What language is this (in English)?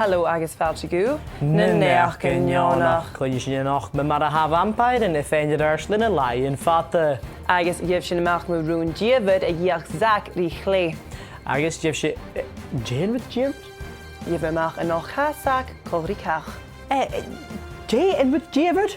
Scottish Gaelic